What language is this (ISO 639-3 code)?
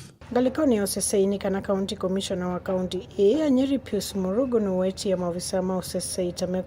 kam